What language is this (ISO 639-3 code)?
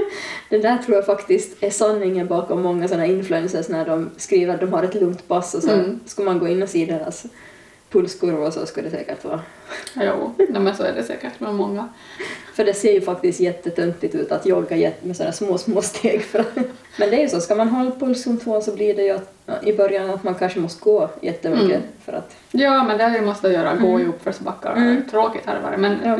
swe